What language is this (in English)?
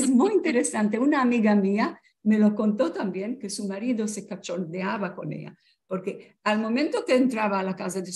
Ladino